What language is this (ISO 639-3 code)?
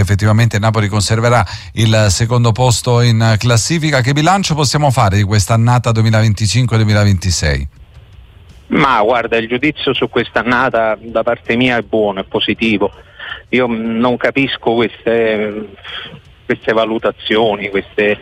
ita